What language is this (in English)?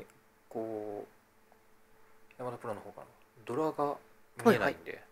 Japanese